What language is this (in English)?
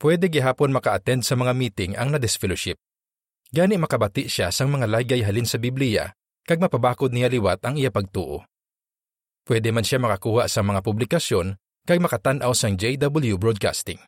Hiligaynon